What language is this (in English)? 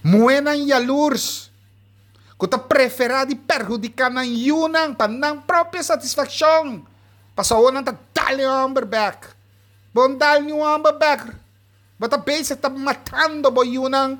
Papiamento